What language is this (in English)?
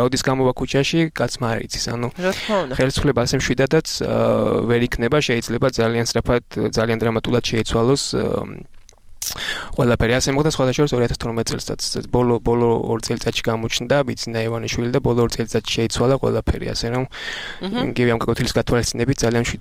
Georgian